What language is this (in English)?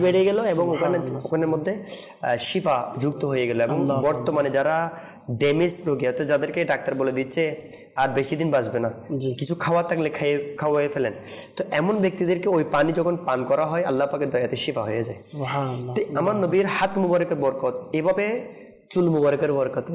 Bangla